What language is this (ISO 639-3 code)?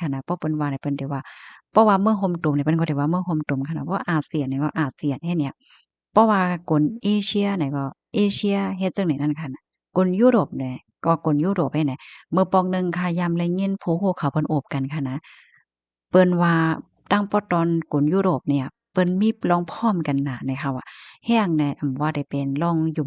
shn